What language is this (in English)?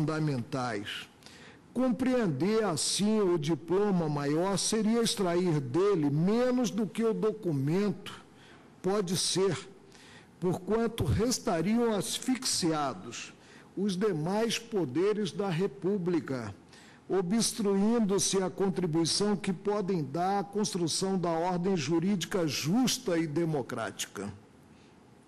Portuguese